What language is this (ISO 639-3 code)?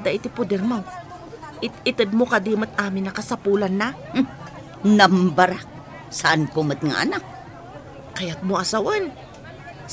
ilo